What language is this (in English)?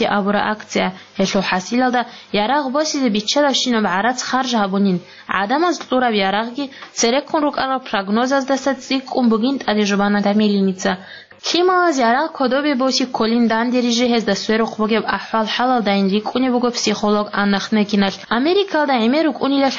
Avaric